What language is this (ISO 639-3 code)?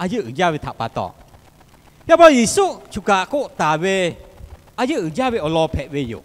lhu